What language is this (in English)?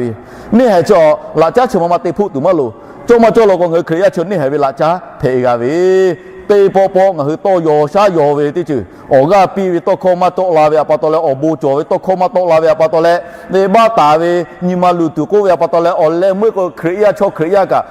Lahu